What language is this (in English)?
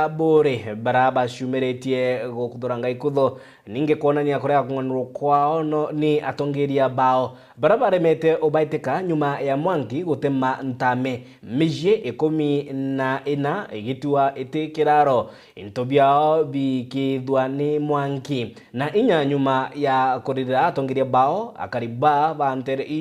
Meru